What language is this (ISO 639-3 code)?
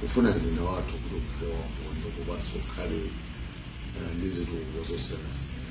nya